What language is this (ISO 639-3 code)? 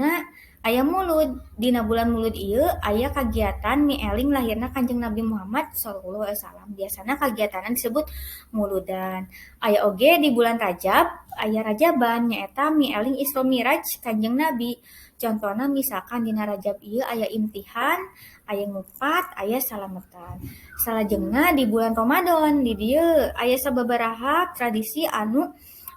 sun